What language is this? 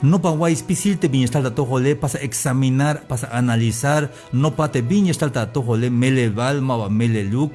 Tzeltal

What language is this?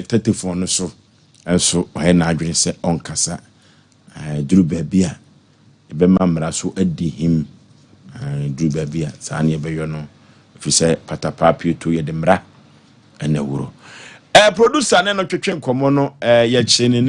Akan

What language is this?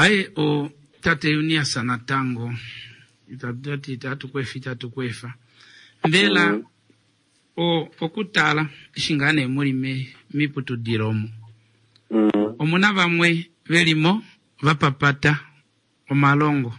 Kuanyama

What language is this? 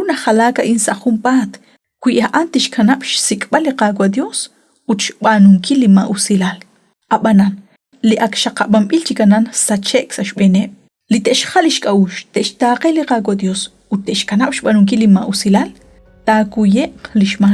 Kekchí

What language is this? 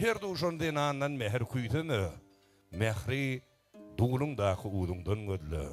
Turkmen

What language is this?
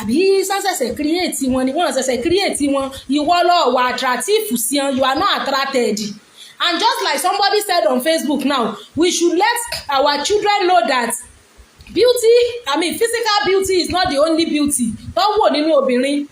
Yoruba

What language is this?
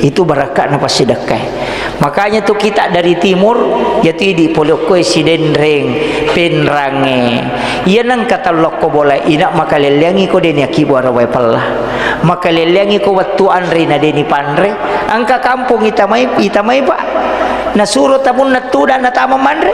Buginese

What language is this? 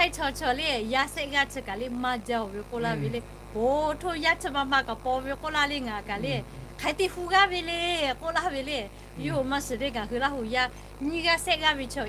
Lahu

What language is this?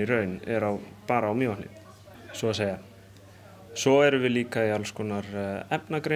Icelandic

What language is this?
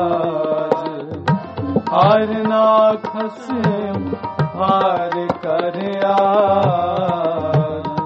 Hindi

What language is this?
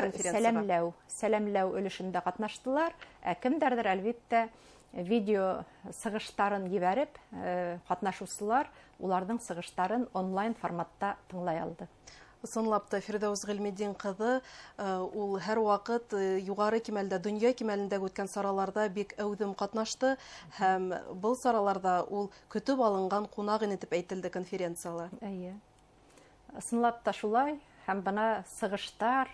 Bashkir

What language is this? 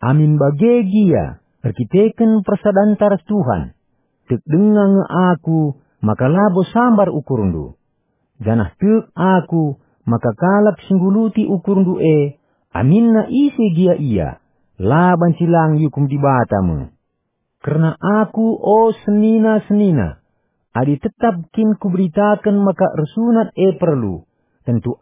Batak Karo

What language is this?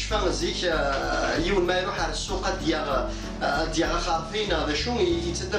Kabyle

